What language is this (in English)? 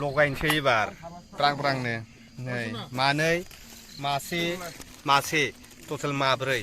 Bodo